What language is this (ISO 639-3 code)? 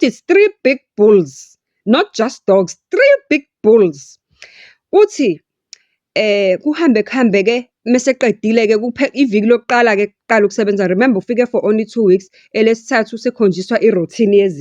zul